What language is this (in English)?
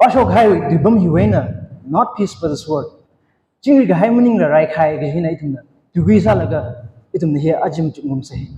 Tangkhul Naga (India)